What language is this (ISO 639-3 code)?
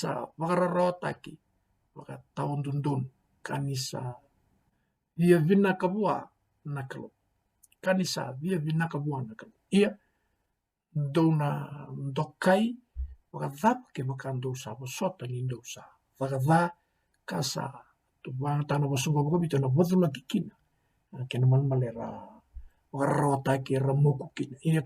fij